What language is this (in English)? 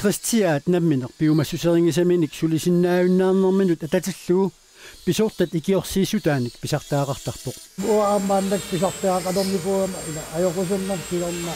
Kalaallisut